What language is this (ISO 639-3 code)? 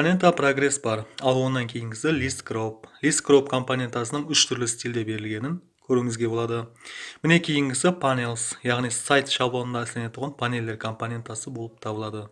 kaa